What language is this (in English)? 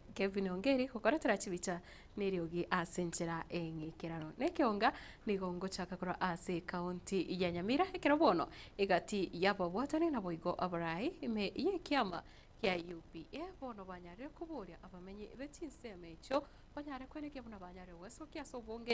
Gusii